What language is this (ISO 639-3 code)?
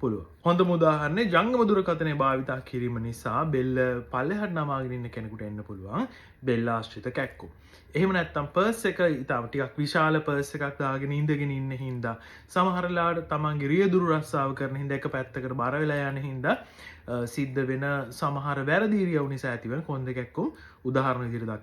sin